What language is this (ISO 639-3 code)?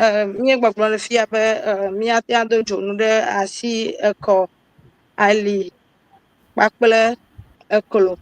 ewe